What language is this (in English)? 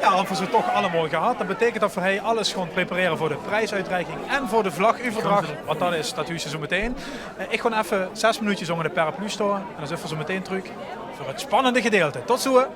Limburgish